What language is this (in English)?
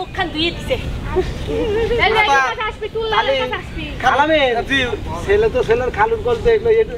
Bangla